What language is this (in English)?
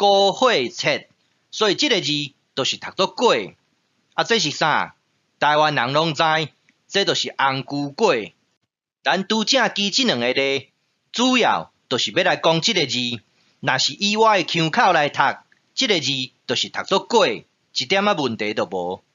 Min Nan Chinese